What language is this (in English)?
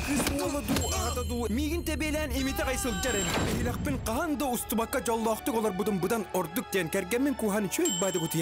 Yakut